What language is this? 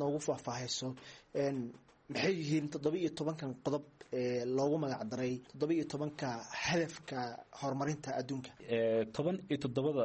Somali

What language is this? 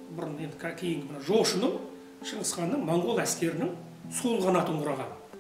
Kazakh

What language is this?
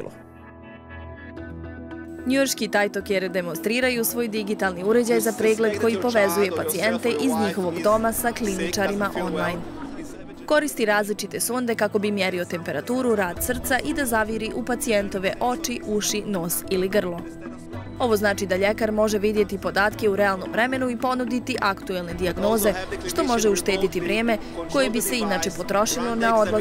Bosnian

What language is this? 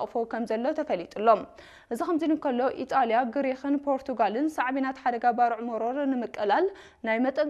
Tigrinya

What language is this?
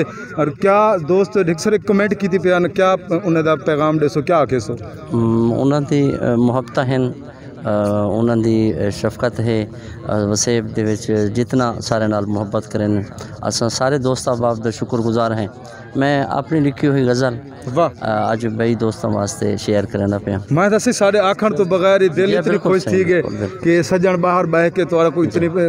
Saraiki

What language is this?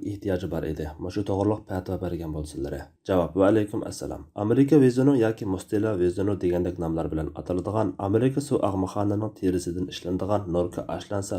Uyghur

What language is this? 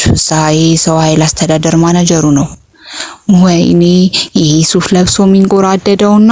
Amharic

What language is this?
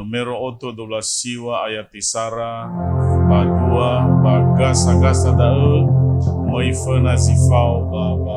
Nias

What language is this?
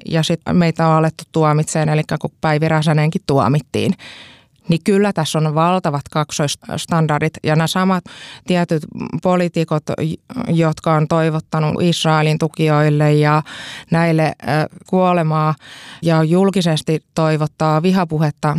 Finnish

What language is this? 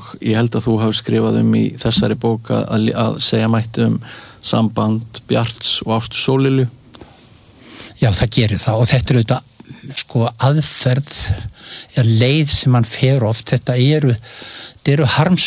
Icelandic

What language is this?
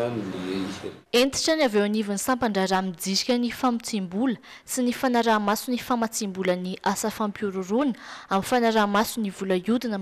Malagasy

